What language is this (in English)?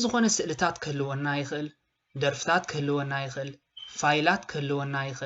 Tigrinya